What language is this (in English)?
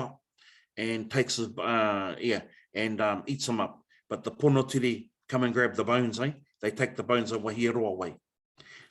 Māori